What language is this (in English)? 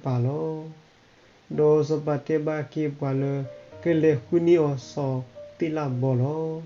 S'gaw Karen